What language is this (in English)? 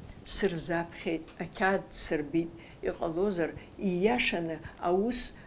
Abkhazian